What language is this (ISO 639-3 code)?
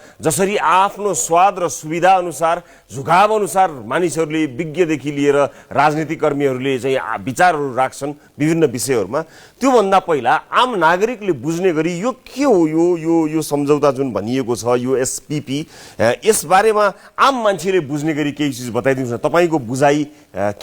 nep